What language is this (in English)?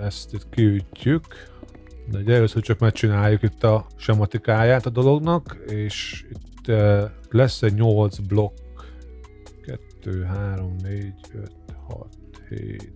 Hungarian